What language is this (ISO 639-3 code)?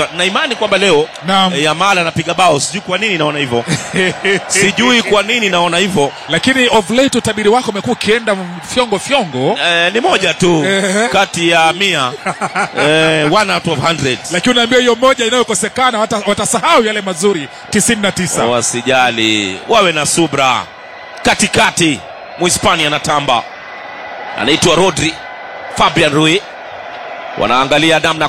swa